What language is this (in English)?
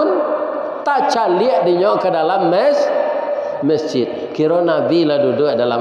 Minangkabau